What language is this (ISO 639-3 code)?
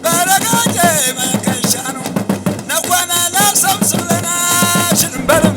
dag